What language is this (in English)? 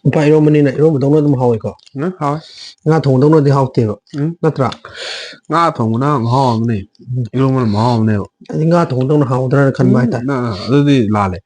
Manipuri